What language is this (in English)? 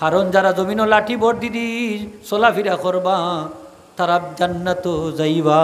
Sylheti